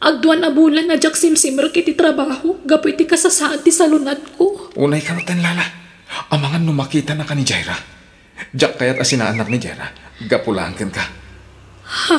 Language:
Iloko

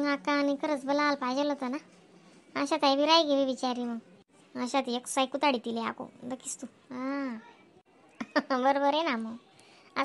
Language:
Khandesi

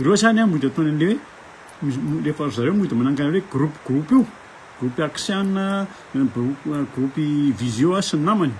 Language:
Malagasy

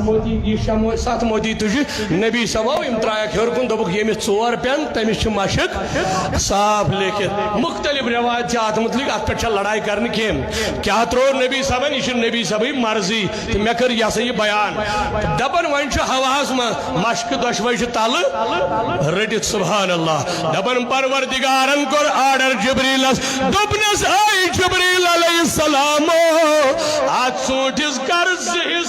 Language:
Kashmiri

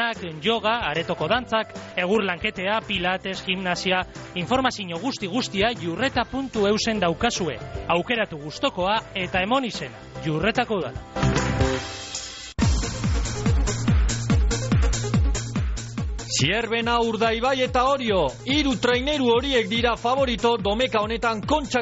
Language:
Basque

